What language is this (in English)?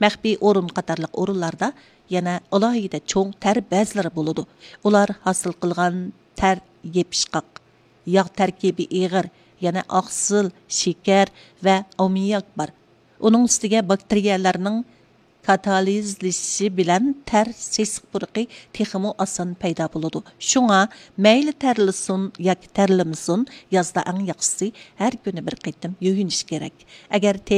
Uyghur